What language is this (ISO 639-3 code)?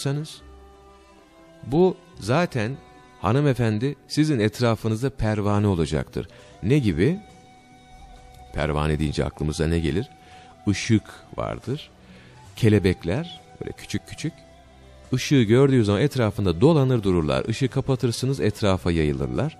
tur